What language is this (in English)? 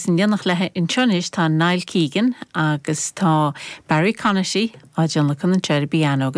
Irish